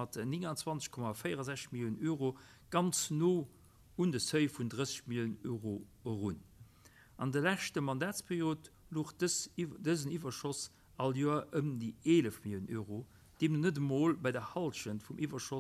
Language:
Luxembourgish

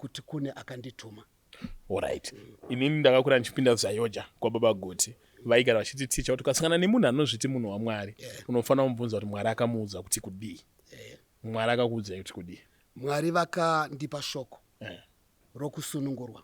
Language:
Shona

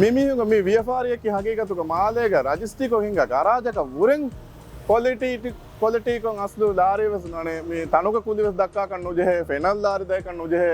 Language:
Divehi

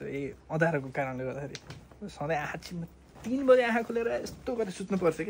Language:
Nepali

